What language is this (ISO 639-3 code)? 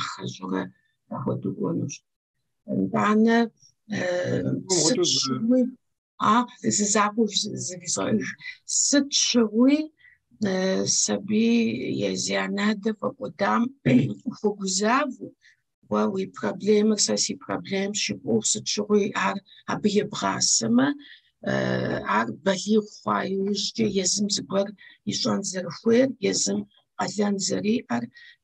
kbd